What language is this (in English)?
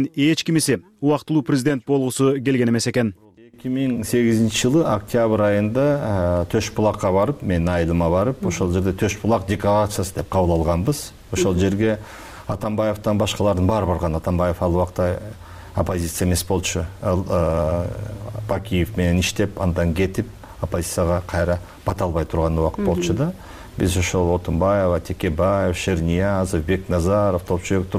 Kyrgyz